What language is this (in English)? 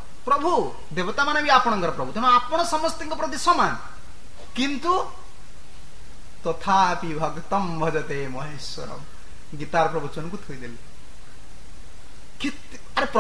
Odia